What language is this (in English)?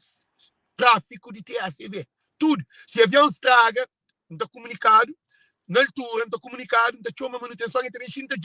Kabuverdianu